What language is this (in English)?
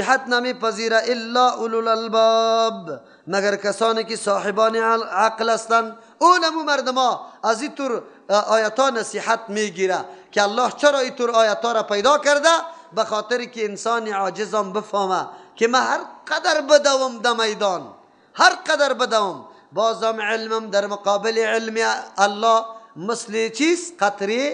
Persian